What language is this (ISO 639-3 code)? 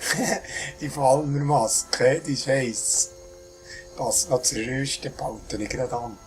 gsw